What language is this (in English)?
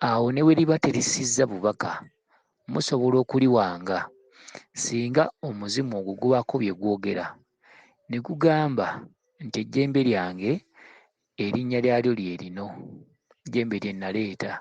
Ganda